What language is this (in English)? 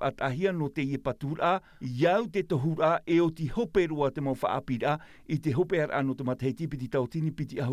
Tahitian